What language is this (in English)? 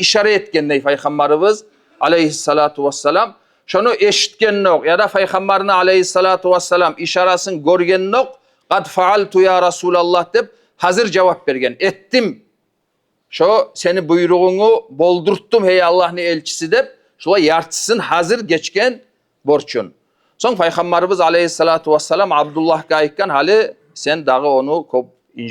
Kumyk